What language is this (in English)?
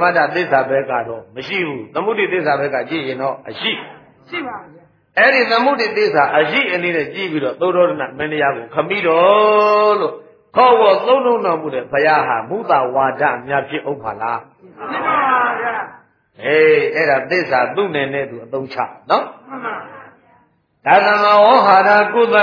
Burmese